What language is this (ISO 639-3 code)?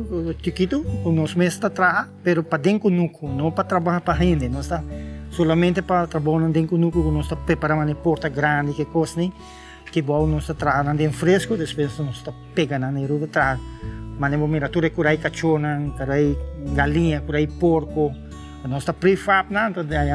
pap